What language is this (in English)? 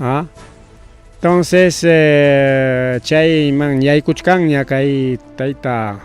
Ayacucho Quechua